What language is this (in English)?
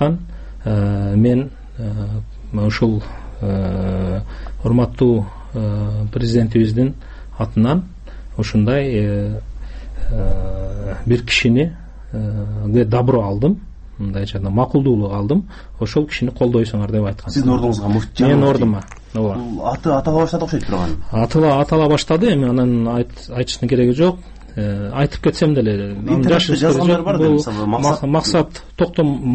Kyrgyz